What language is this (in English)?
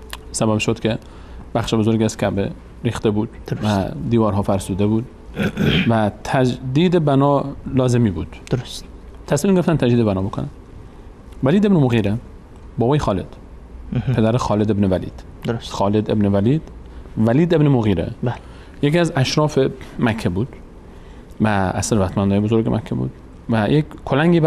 Persian